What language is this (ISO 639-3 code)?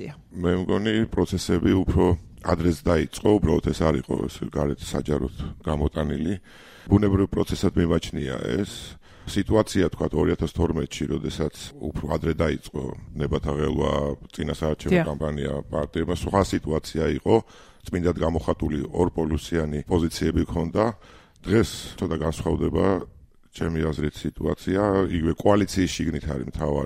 kat